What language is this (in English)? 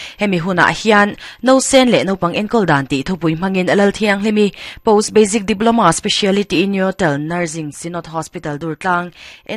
Mizo